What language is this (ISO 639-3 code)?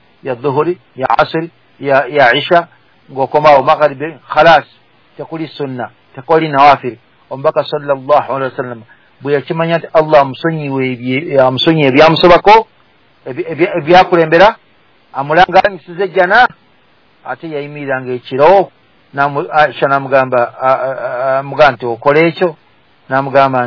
lug